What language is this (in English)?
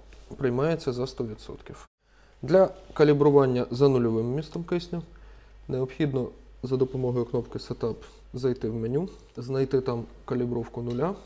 Ukrainian